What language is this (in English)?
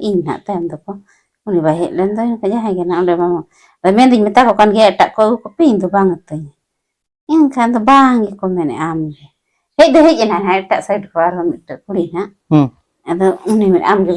Santali